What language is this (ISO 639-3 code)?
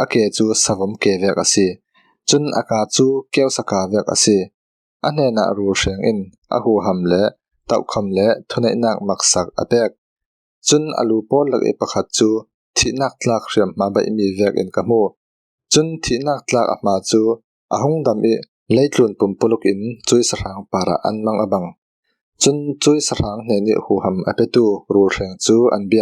cfm